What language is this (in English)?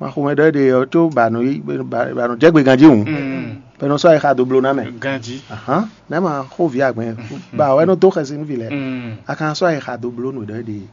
Fon